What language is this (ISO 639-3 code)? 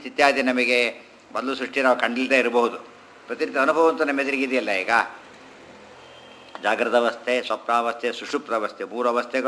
kan